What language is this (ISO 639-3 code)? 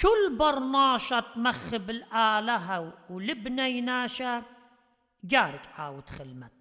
aii